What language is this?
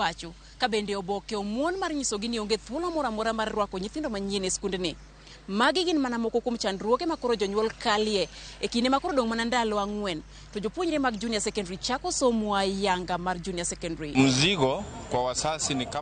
Luo (Kenya and Tanzania)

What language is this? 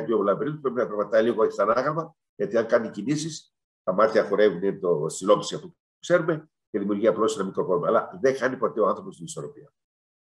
Greek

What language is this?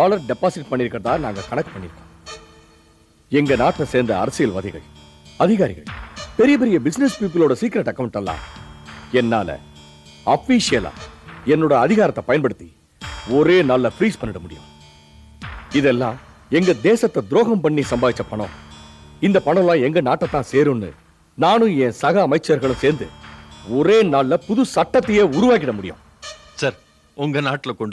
Tamil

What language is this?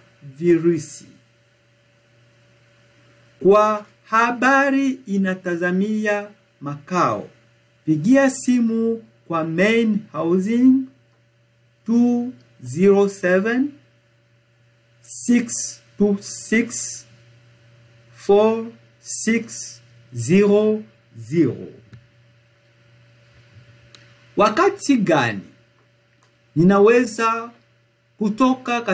Swahili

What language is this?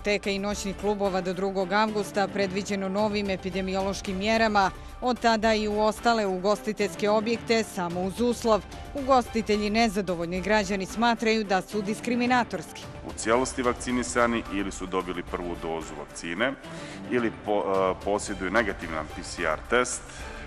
Bosnian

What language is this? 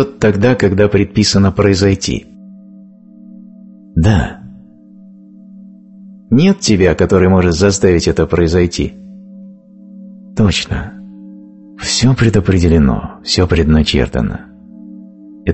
Russian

